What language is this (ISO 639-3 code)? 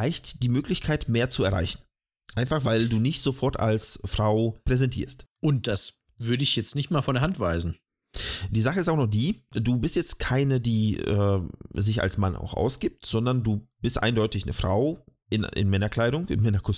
deu